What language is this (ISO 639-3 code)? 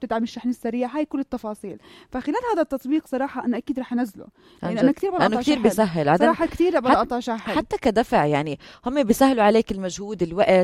apc